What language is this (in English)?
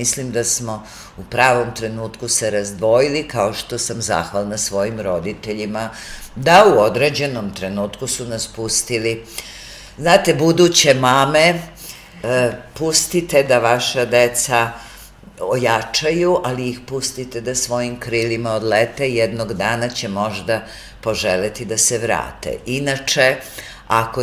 Serbian